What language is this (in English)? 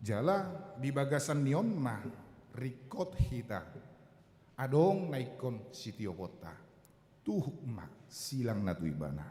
Batak Toba